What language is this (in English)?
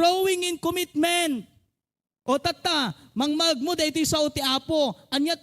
Iloko